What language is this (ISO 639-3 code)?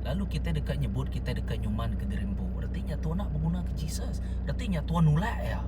iba